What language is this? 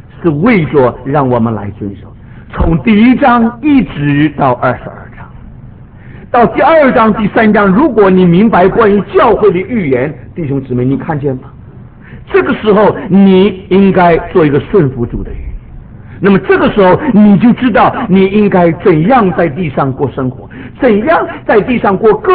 Chinese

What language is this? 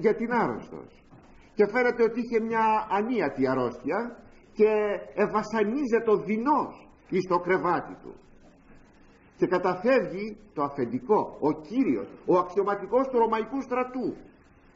Greek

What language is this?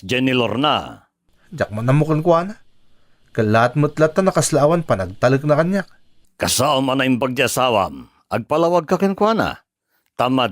Iloko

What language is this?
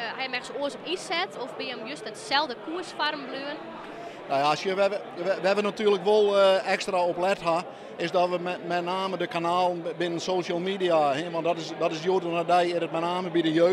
Western Frisian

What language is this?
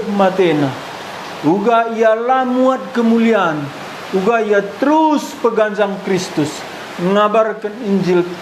Batak Karo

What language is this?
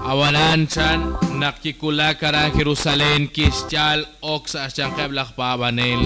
Kekchí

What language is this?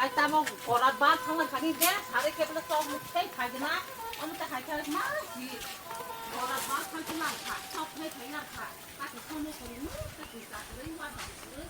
Kok Borok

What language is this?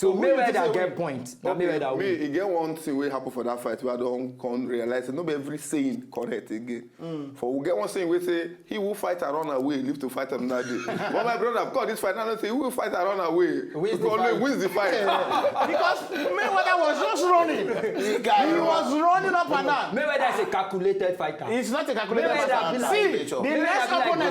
Nigerian Pidgin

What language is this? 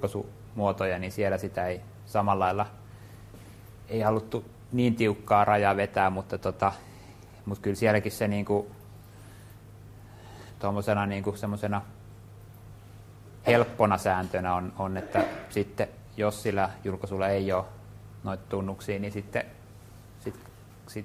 Finnish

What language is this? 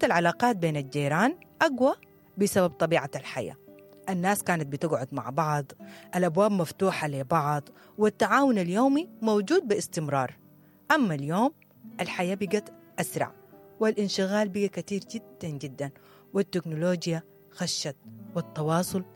Sudanese Arabic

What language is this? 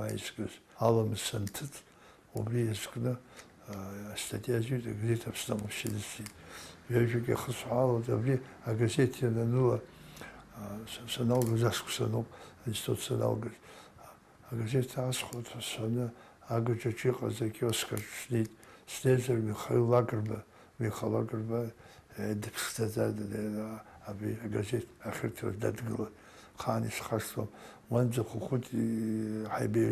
Abkhazian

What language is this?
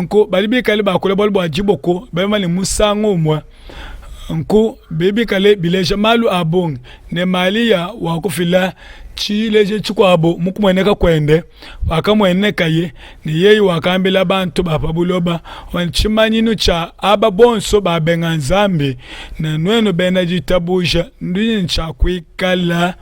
Luba-Lulua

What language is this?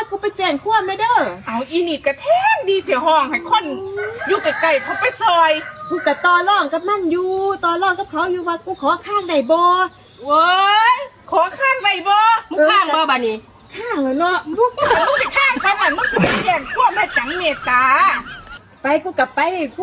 Northeastern Thai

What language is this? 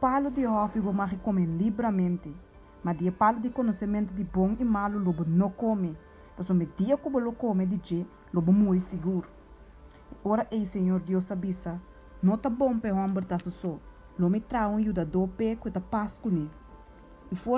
Papiamento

